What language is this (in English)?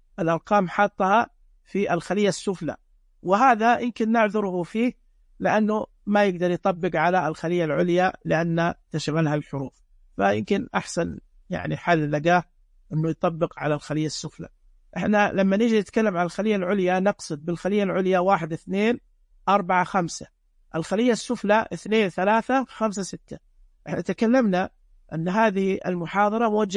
Najdi Arabic